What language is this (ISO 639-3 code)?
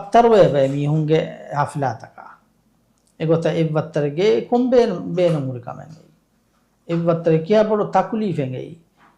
div